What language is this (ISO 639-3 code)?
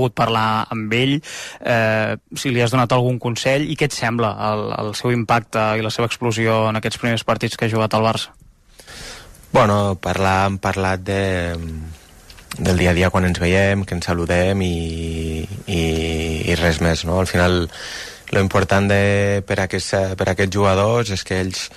cat